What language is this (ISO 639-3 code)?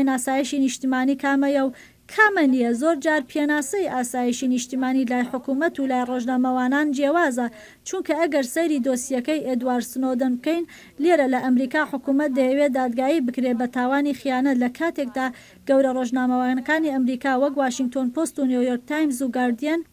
ckb